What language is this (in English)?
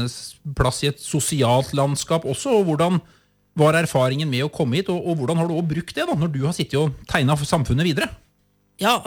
Norwegian